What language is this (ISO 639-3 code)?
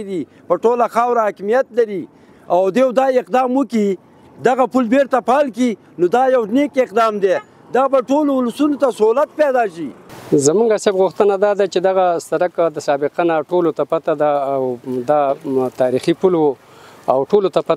pus